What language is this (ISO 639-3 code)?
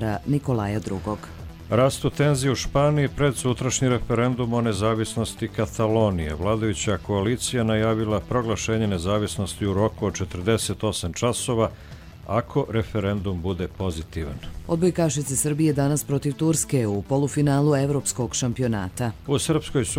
hrv